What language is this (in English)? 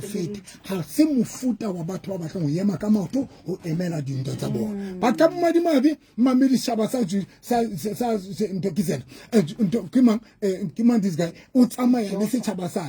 Southern Sotho